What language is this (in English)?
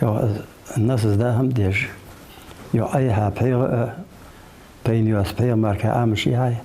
Ingush